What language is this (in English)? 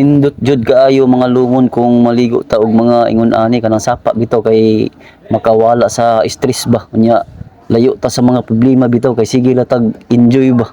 Cebuano